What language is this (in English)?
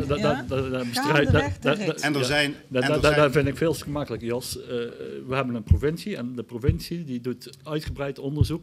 Dutch